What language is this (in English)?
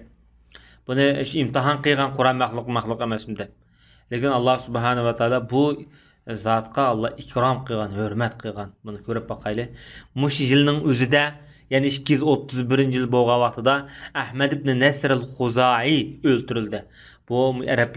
Uyghur